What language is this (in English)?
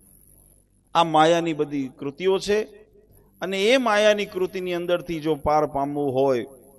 Gujarati